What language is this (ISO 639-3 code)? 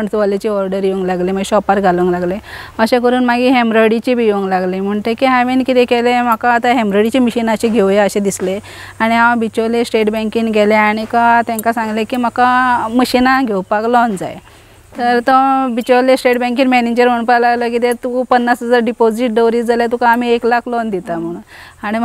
kok